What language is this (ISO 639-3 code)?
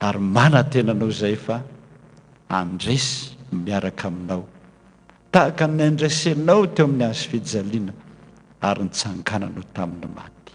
mlg